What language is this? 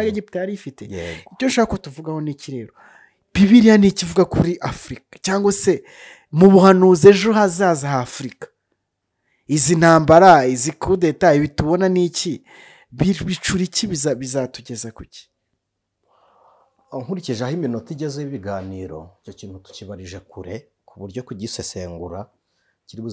Kinyarwanda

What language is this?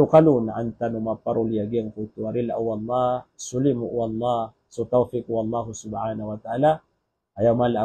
Maranao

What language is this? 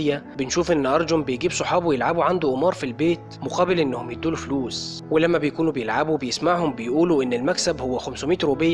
Egyptian Arabic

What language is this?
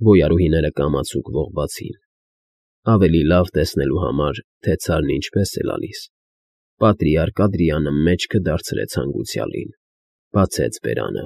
Armenian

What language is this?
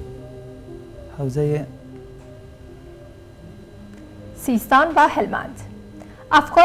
Persian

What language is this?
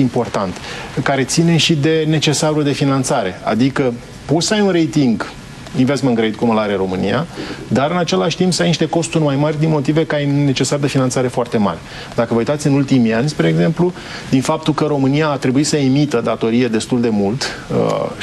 Romanian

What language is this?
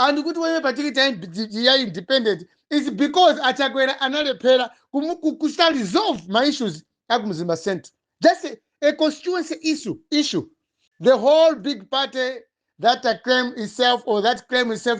Nyanja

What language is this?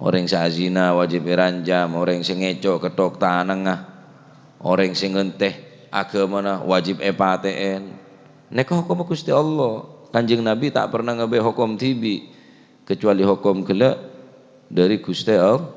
Madurese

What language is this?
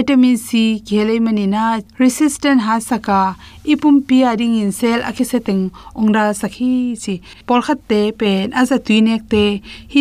Tedim Chin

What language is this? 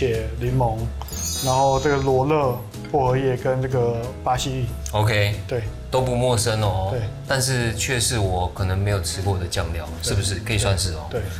Chinese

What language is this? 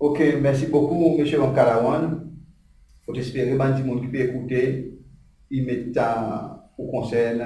Seselwa Creole French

